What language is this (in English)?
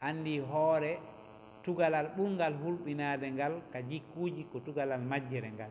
Fula